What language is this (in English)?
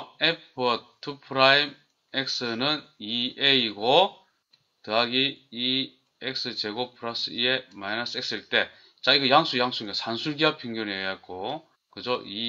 Korean